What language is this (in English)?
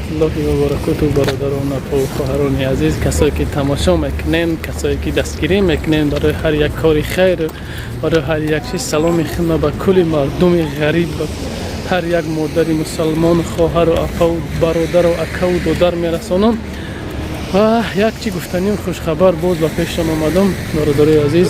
Tajik